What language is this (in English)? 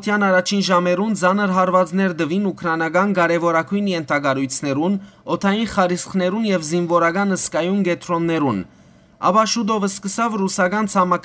Western Armenian